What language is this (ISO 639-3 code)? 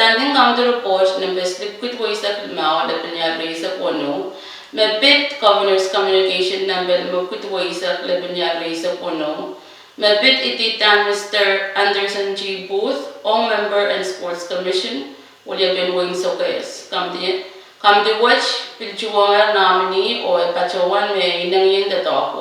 pon